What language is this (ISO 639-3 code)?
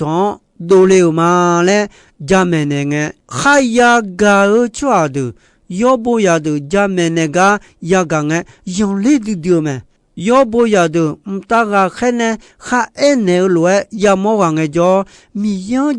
ahk